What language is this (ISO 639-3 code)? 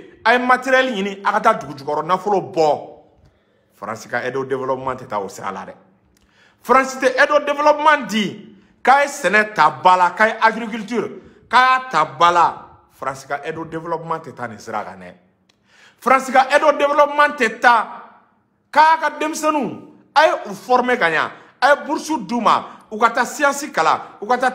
bam